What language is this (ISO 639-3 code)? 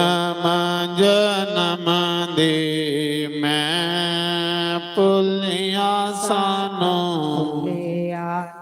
doi